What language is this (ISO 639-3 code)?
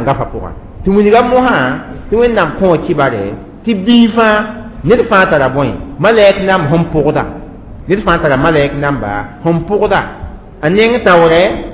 mos